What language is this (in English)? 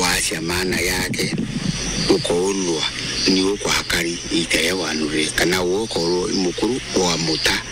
Meru